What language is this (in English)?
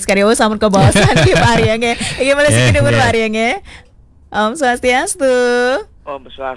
Balinese